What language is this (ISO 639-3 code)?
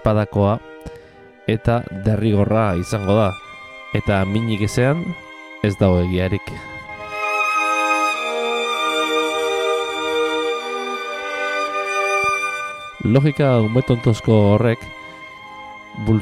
eus